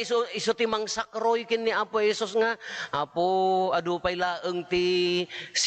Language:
Iloko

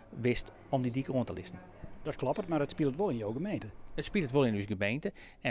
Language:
Western Frisian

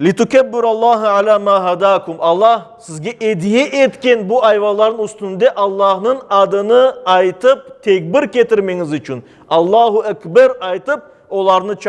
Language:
Crimean Tatar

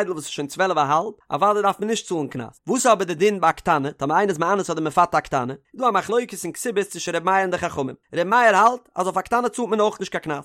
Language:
Yiddish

